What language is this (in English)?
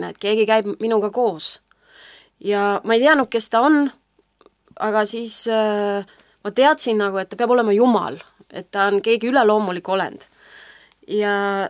Estonian